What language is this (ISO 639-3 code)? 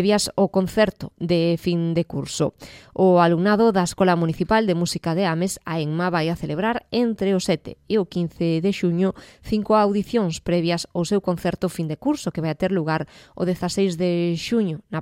glg